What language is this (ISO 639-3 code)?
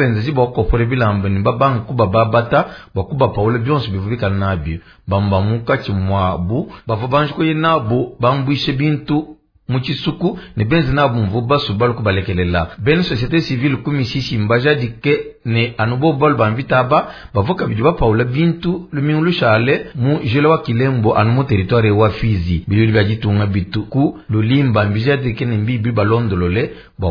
lua